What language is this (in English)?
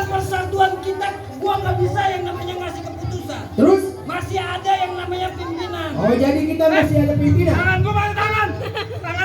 Betawi